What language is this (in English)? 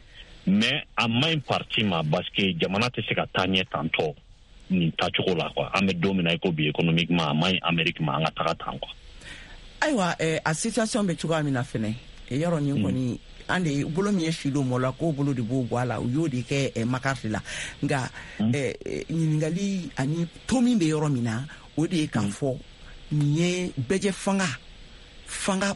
Bambara